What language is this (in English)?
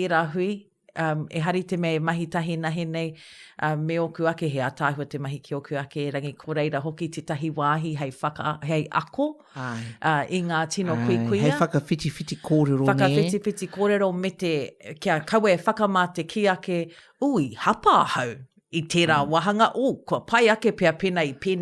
Māori